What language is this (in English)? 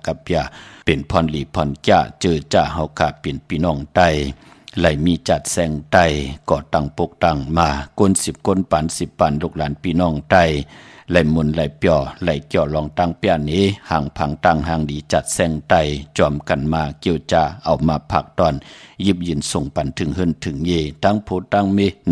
Shan